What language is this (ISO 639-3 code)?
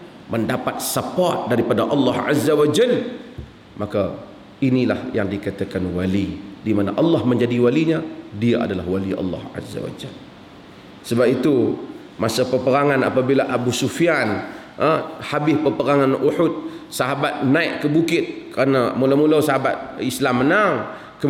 msa